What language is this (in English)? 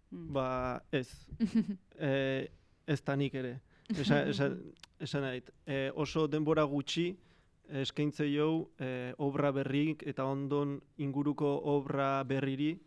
Basque